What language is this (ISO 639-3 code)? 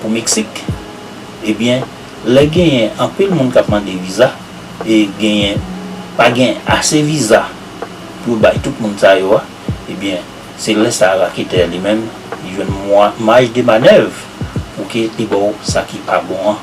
hat